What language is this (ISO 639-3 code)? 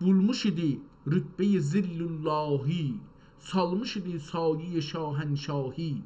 azb